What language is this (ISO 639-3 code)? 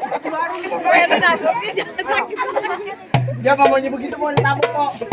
bew